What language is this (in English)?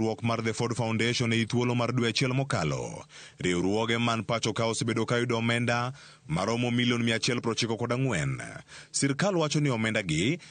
Luo (Kenya and Tanzania)